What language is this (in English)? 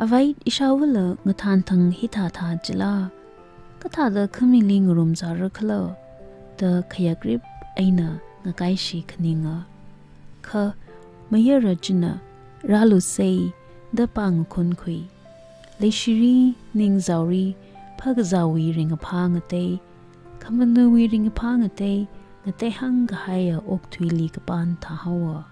Tangkhul Naga (India)